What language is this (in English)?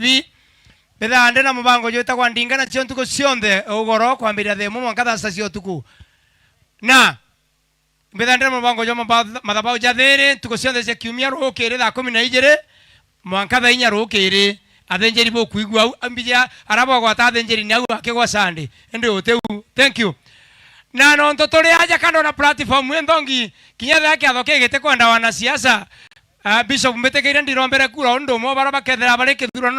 Meru